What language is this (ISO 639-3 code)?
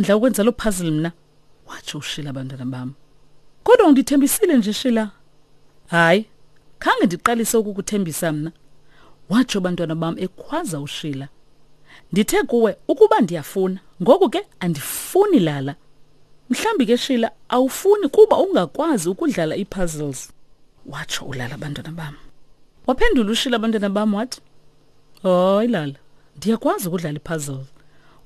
xho